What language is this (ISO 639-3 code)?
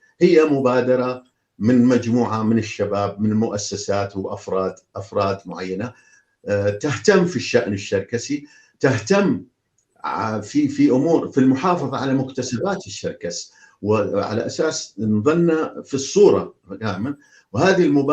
apc